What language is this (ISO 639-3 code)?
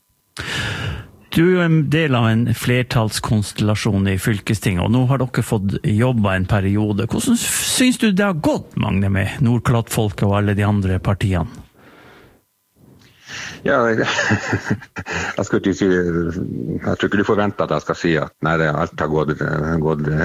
nor